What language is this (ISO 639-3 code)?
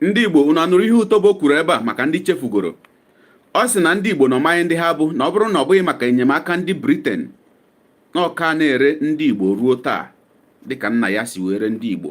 ibo